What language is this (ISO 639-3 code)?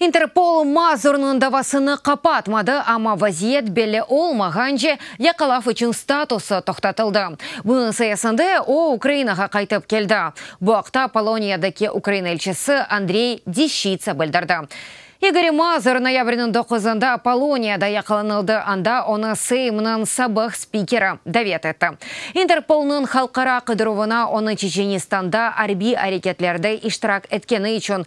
crh